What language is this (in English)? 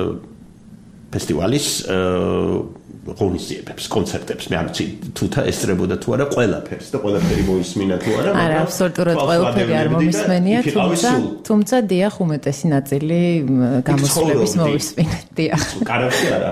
Georgian